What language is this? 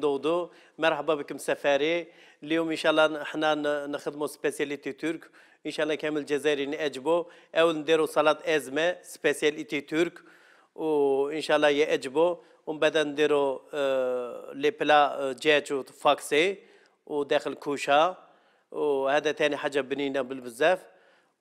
Algerian Arabic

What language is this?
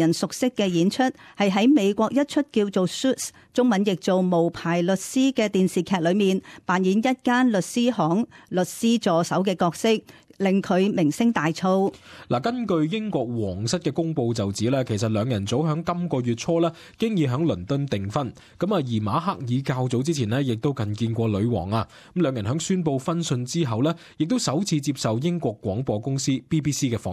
Cantonese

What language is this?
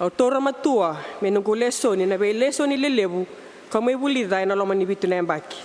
Fijian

